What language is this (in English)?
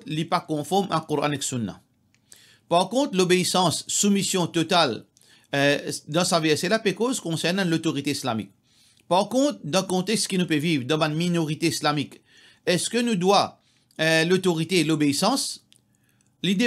Morisyen